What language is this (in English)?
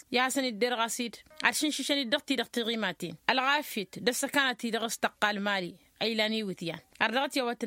Tamasheq